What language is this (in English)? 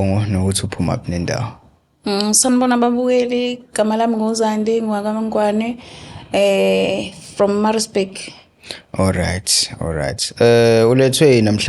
Zulu